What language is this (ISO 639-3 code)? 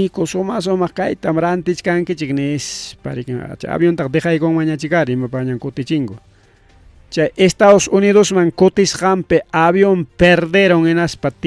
quy